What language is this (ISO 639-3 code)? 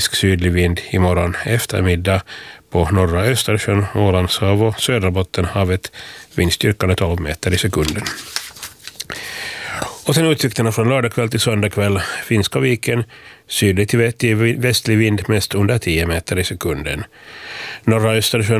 swe